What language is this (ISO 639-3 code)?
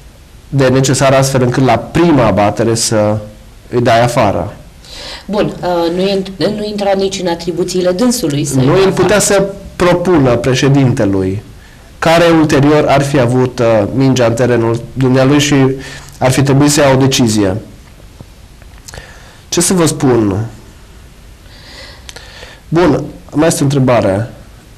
ron